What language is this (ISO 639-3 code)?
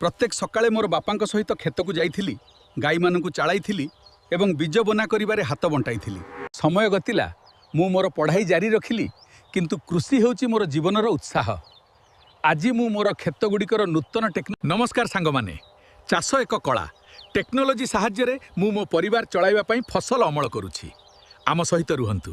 ori